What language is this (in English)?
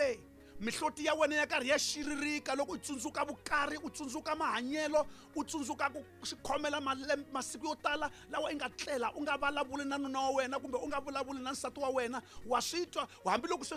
Tsonga